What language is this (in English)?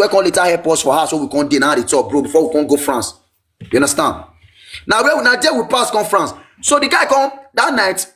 Nigerian Pidgin